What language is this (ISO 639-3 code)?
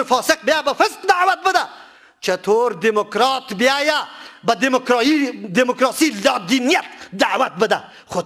fas